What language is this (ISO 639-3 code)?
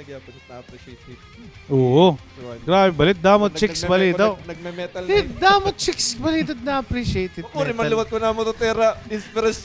war